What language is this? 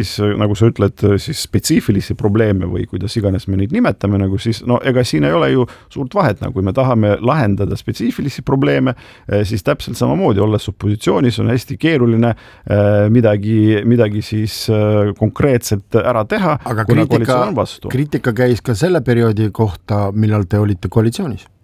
Estonian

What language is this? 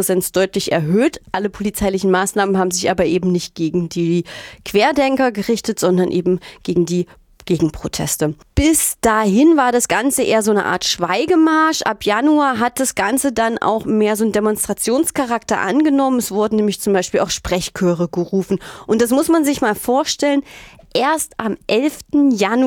German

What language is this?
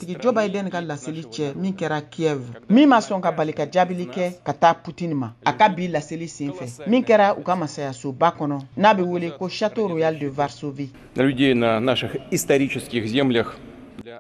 Bambara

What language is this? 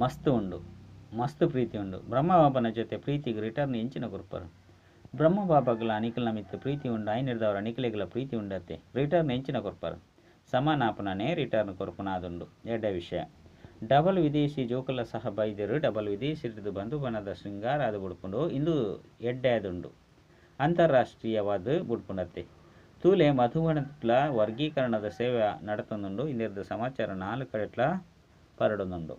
Tulu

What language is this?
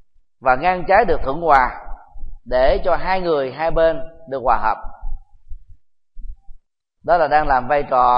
Vietnamese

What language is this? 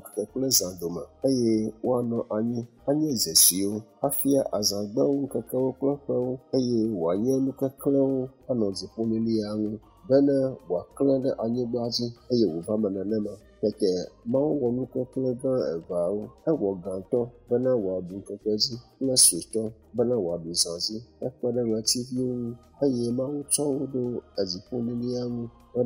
Ewe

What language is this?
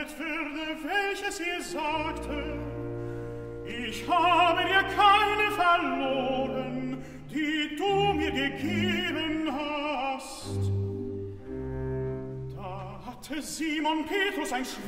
German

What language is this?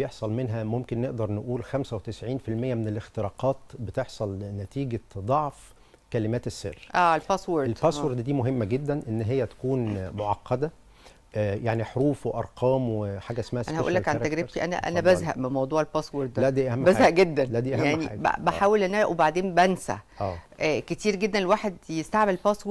Egyptian Arabic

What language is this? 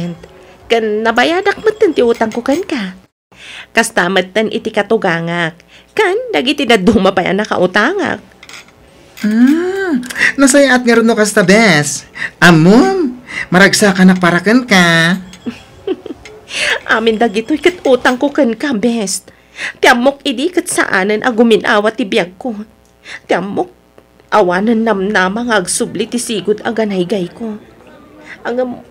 Iloko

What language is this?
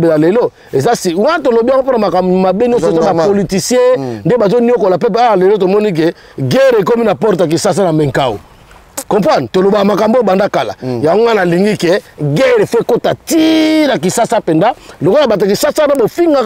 Lingala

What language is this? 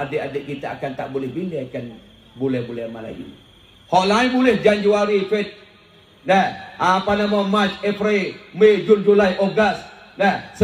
Malay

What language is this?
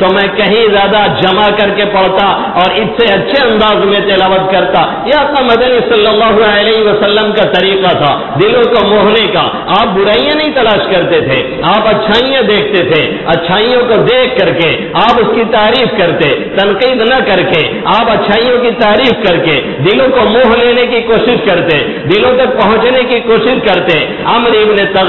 Urdu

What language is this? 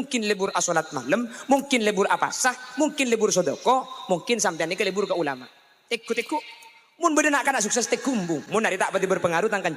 Madurese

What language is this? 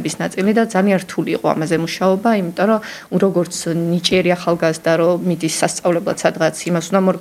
Georgian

